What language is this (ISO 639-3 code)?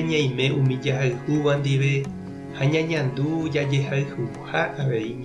grn